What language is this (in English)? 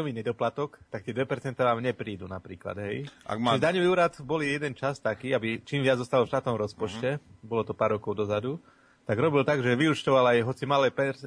Slovak